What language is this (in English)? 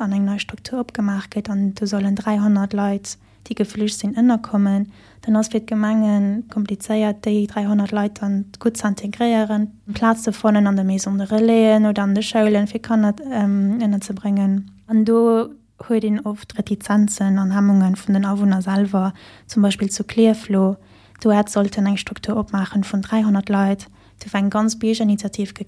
Luxembourgish